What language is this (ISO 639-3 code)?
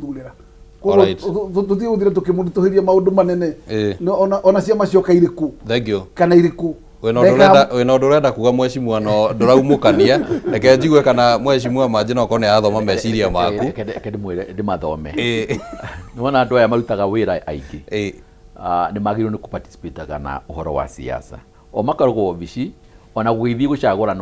kik